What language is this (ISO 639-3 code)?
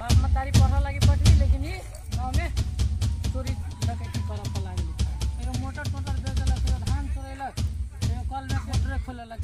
mai